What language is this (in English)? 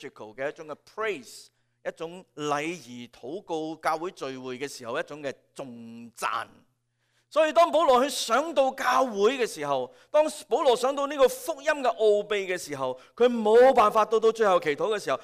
Cantonese